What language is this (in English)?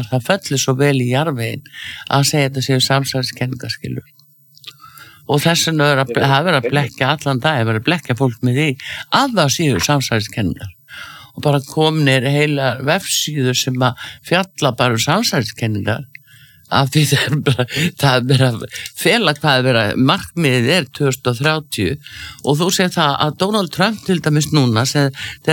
Icelandic